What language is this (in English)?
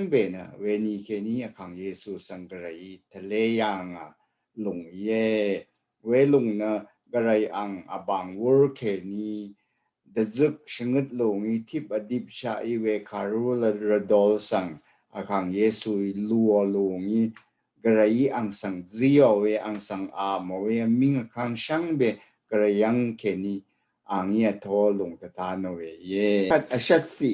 Rawang